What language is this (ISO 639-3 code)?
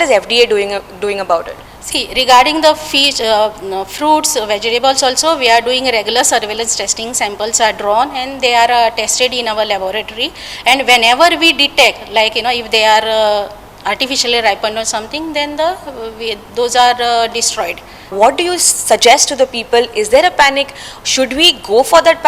kok